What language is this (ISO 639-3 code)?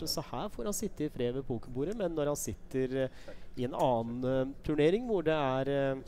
nor